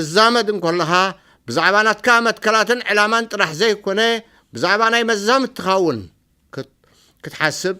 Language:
Tigrinya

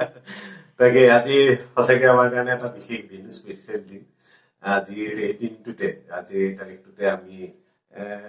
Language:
Assamese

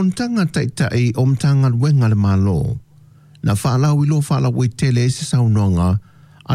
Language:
Samoan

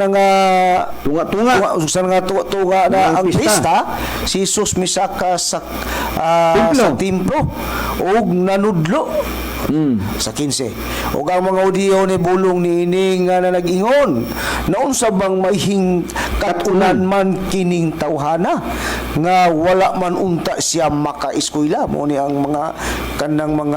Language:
Cebuano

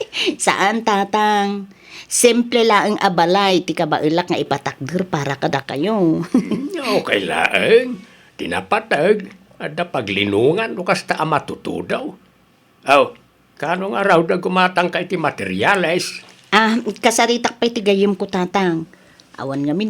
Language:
Iloko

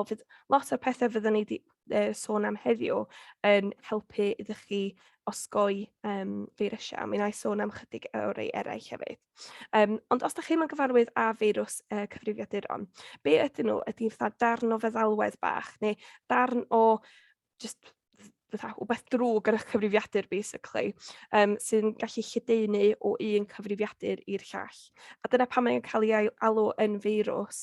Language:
Welsh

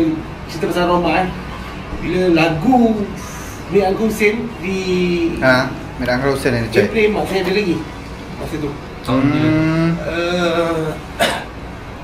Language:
Malay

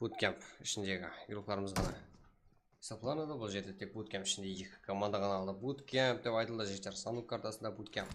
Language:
Kara-Kalpak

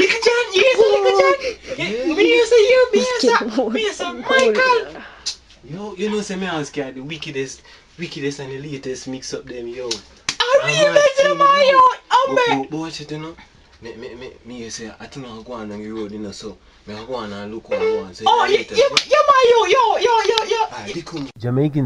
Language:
Jamaican Creole English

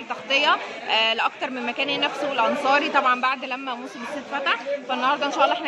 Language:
Egyptian Arabic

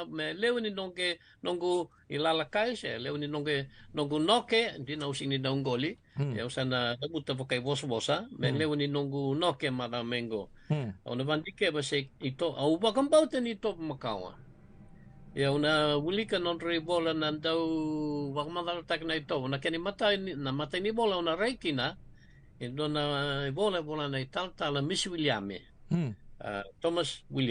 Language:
Fijian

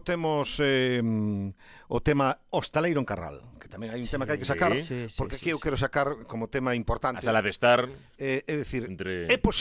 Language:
Galician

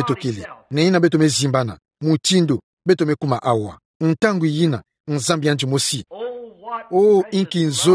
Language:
Kituba (Democratic Republic of Congo)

